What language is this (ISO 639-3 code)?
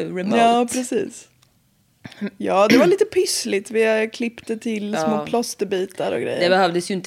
swe